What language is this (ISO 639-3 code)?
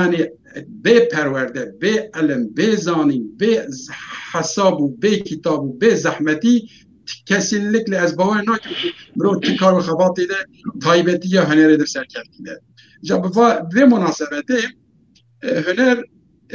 kur